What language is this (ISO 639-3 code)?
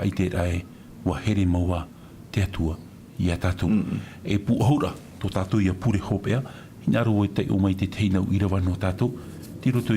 tah